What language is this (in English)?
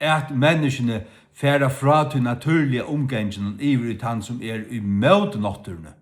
Faroese